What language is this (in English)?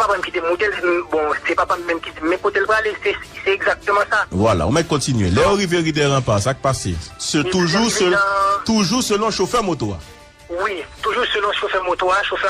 Haitian Creole